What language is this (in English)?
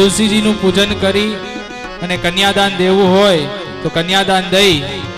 Gujarati